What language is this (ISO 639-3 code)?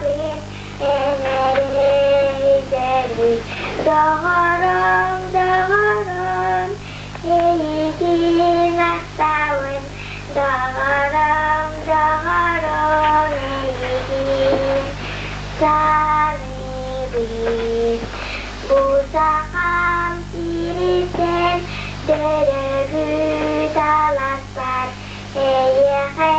sah